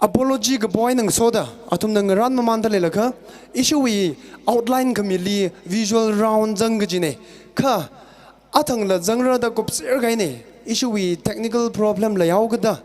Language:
Tangkhul Naga (India)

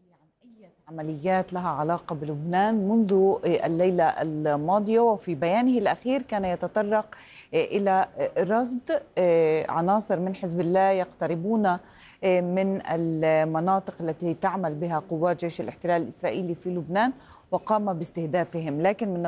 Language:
Arabic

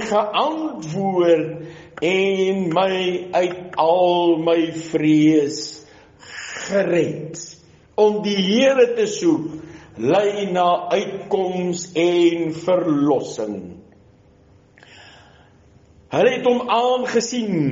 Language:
Afrikaans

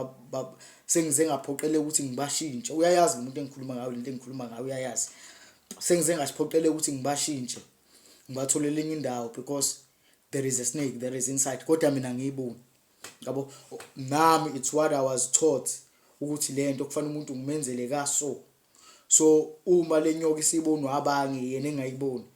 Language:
Zulu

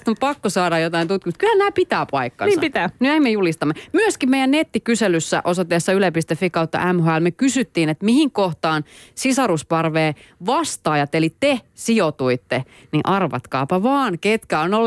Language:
Finnish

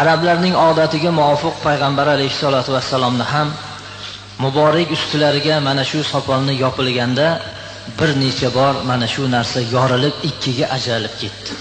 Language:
Uzbek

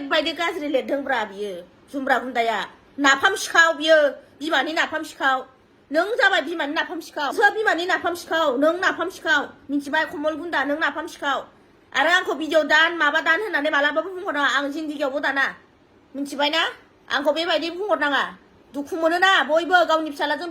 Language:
Bodo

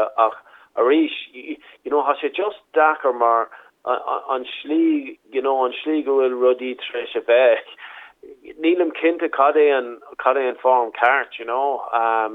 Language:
Irish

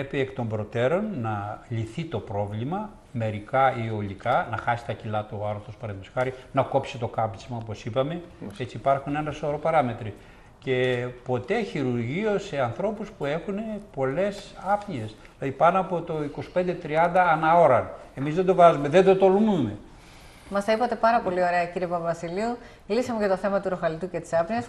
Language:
Greek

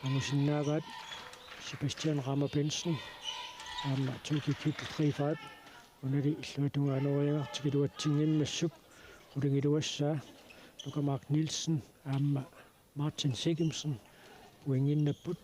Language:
Kalaallisut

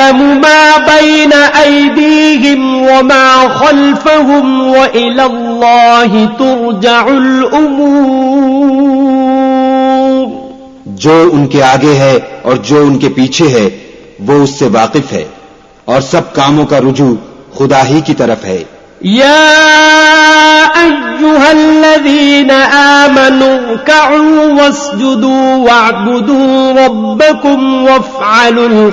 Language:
Urdu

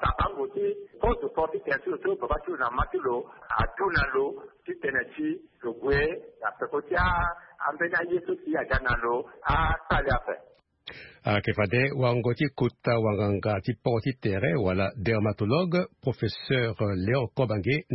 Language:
Sango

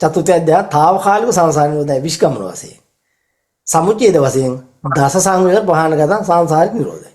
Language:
Sinhala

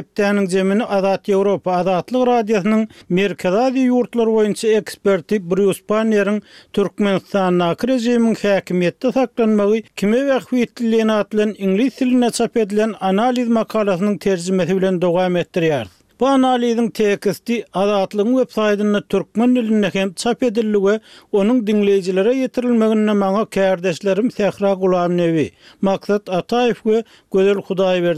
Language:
Turkmen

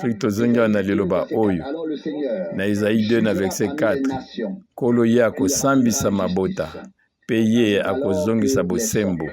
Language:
Lingala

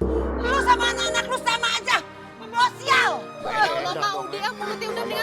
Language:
Betawi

